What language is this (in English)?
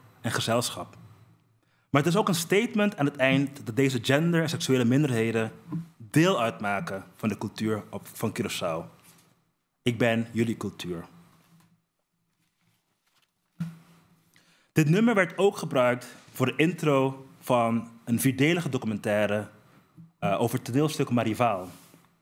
Dutch